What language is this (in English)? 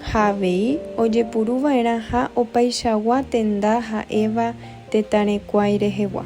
Guarani